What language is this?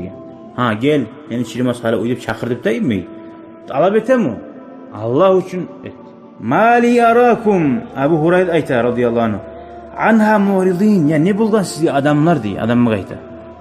Kumyk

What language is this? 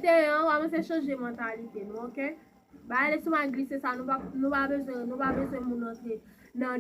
Haitian Creole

